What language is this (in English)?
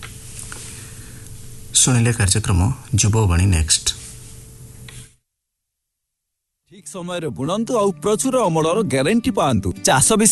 Odia